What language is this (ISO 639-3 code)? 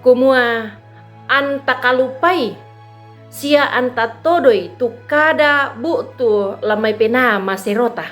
sda